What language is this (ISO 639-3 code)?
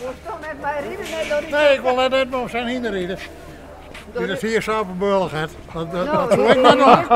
fry